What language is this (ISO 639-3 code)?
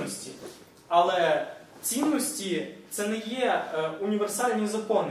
ukr